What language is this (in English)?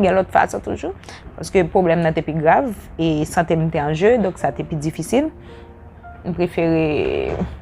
Haitian Creole